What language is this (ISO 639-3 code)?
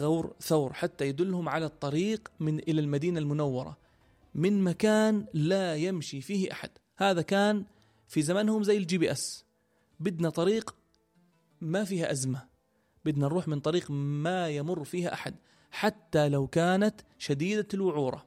apc